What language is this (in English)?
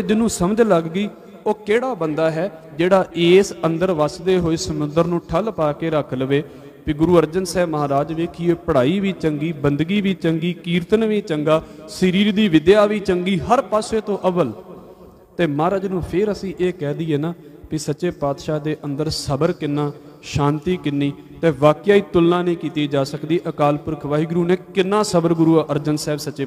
Punjabi